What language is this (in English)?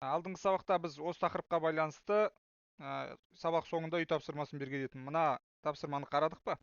Kazakh